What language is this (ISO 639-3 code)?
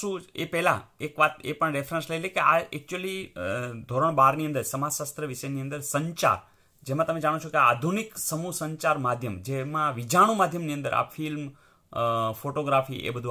guj